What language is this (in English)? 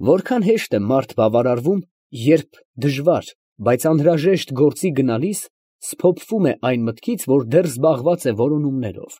Armenian